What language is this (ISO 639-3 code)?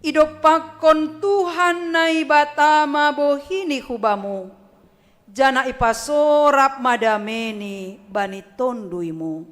bts